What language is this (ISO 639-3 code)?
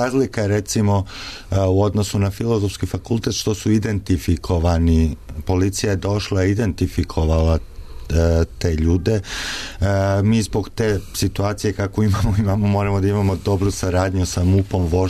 srp